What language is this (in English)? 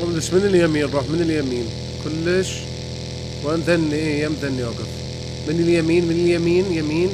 Mesopotamian Arabic